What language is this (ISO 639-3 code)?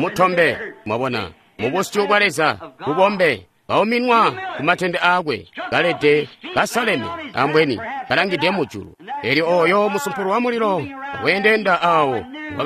toi